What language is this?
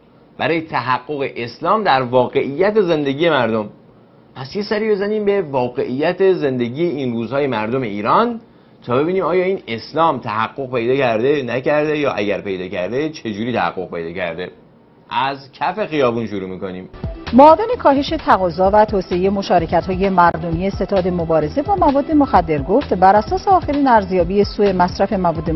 Persian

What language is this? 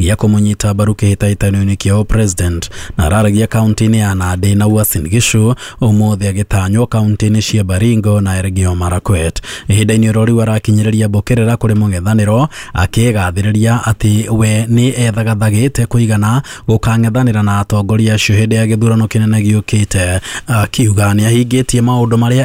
Kikuyu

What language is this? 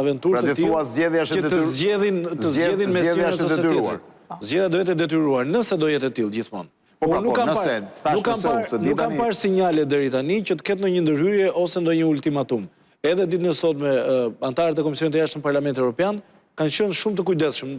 Albanian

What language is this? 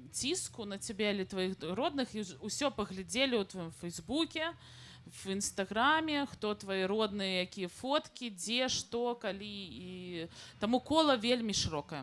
Belarusian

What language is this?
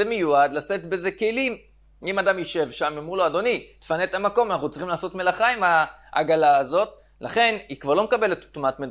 Hebrew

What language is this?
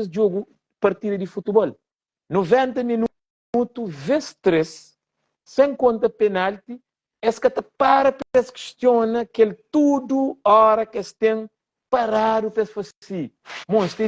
Kabuverdianu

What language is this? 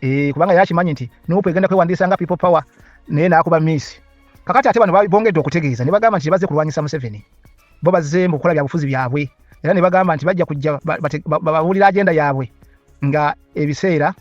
Ganda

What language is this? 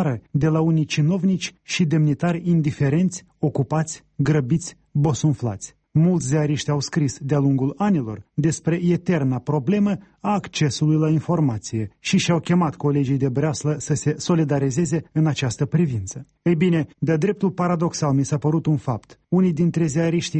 Romanian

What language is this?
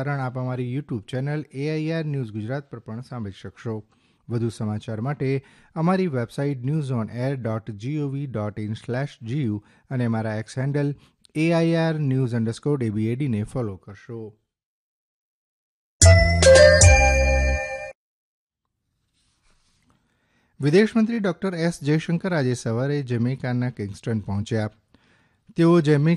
Gujarati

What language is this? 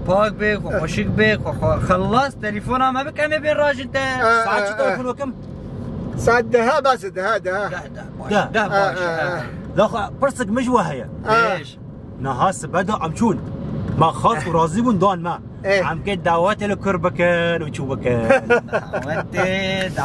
Kurdish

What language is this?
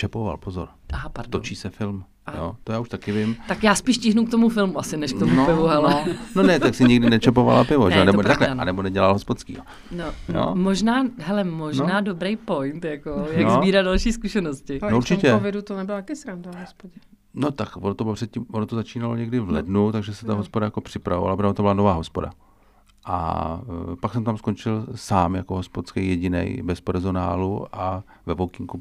Czech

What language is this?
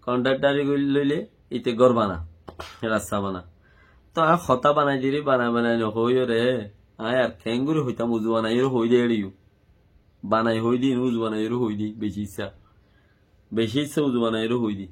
Rohingya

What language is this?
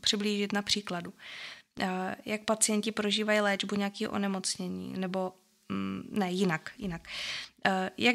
Czech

